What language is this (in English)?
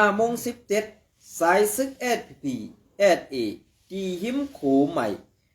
Shan